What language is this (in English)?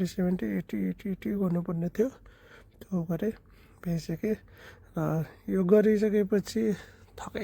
Nepali